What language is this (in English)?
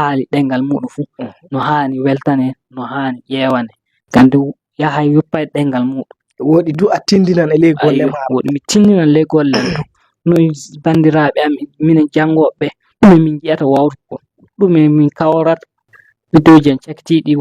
Fula